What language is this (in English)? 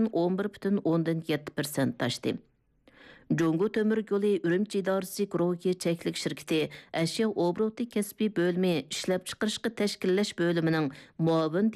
Uyghur